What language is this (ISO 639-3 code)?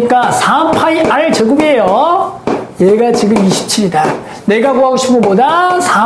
kor